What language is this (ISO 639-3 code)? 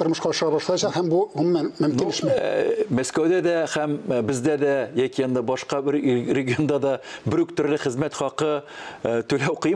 tat